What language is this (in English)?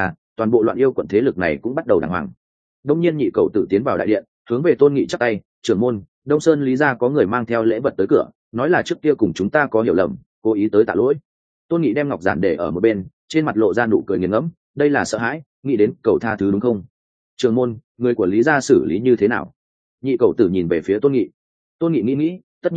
Vietnamese